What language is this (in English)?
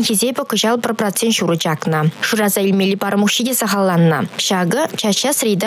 Chuvash